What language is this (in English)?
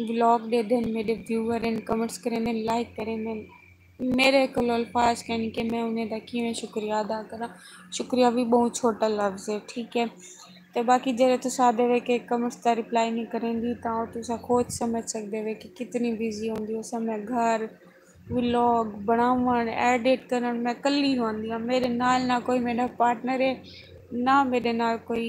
Saraiki